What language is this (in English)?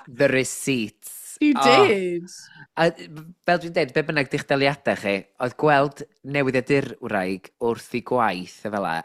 Welsh